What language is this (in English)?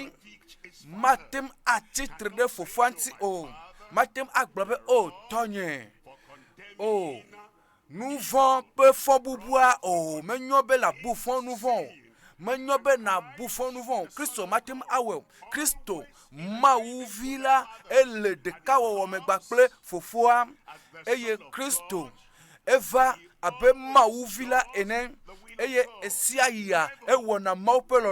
Ewe